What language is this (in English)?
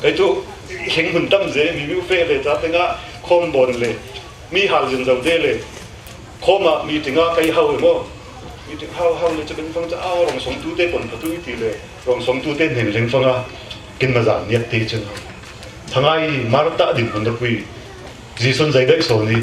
Falam Chin